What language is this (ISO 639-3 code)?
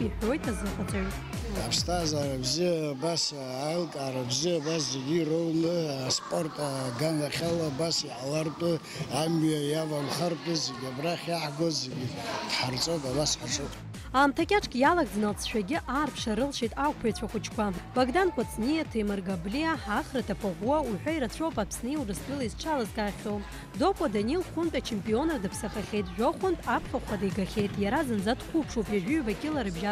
abk